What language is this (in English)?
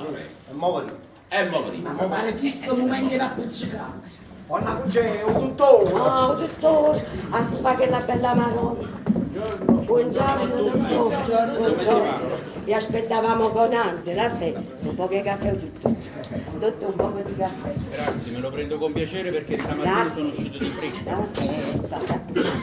Neapolitan